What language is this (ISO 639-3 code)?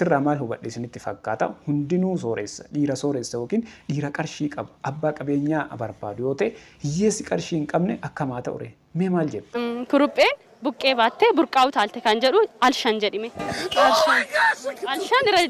orm